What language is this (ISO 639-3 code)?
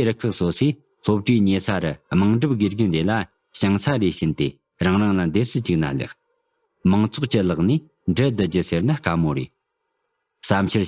bod